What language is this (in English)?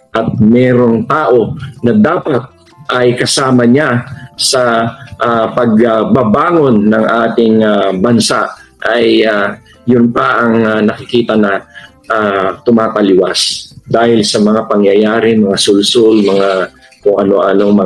Filipino